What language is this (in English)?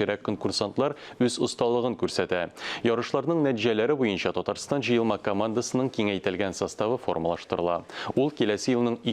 Tatar